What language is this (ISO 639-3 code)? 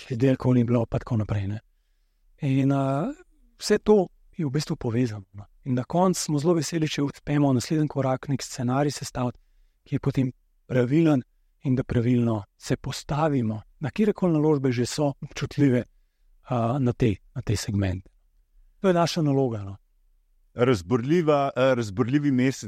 slv